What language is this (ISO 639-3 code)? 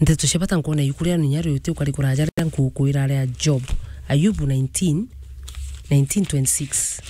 mer